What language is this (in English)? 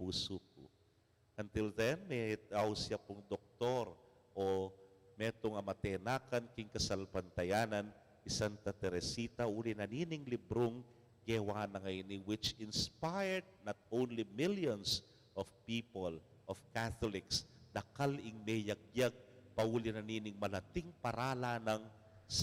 Pampanga